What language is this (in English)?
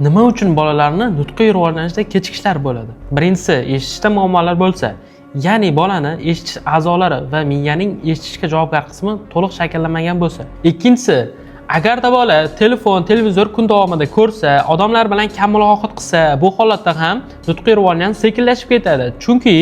Uzbek